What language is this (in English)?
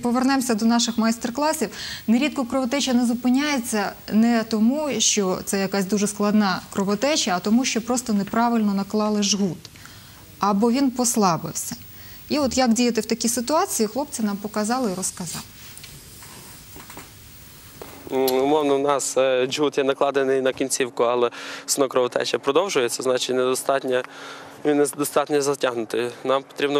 Ukrainian